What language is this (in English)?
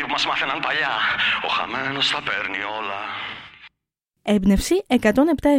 Greek